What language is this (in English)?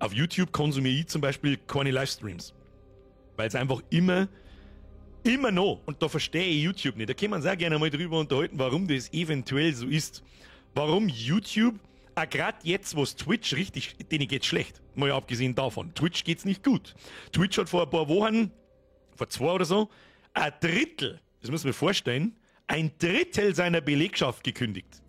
Bavarian